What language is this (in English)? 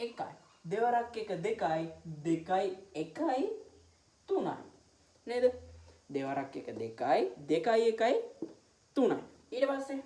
Sinhala